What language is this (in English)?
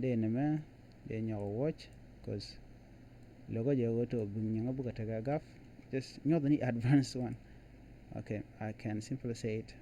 Nuer